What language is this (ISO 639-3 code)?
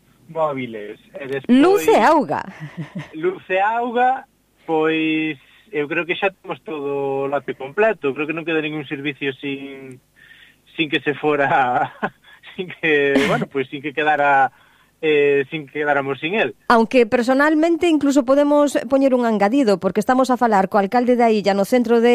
glg